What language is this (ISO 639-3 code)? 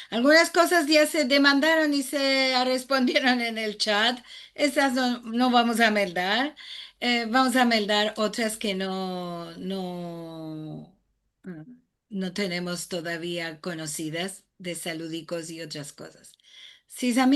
lad